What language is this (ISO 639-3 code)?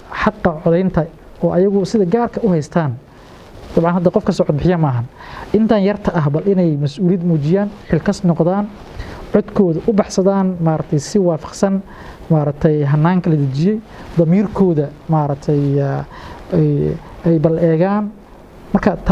som